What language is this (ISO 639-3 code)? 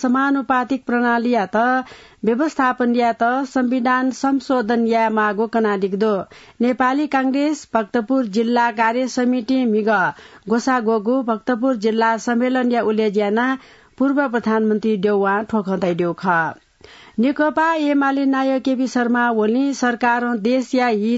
new